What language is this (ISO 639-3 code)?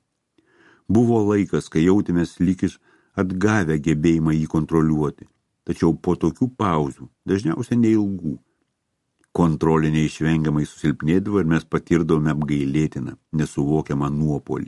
lit